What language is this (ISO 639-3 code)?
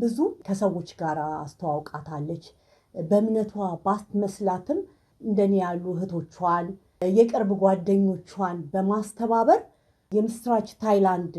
amh